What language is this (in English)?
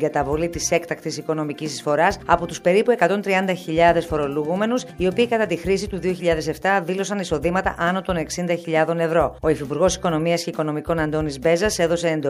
Greek